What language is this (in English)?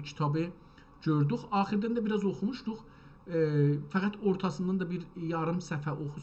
South Azerbaijani